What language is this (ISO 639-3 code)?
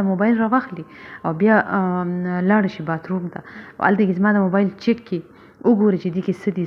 pus